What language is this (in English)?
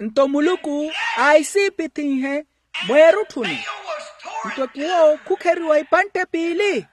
Makhuwa